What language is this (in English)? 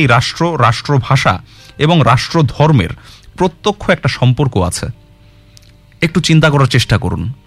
Bangla